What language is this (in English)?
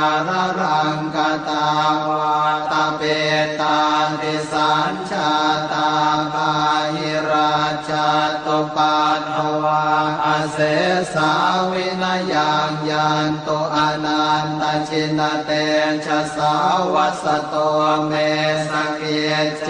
Pali